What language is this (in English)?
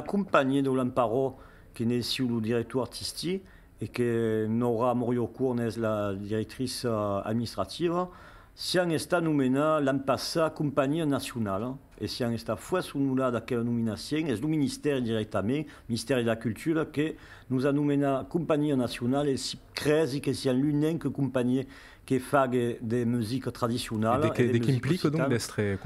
Occitan